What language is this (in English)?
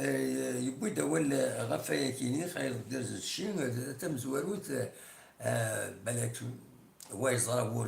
Kabyle